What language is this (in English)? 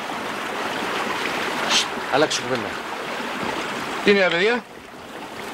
Greek